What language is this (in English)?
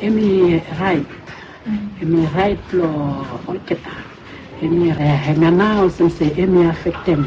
Bislama